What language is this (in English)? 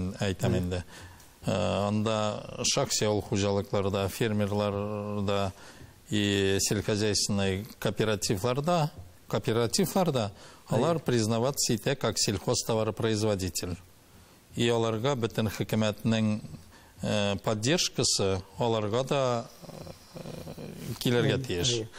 Tatar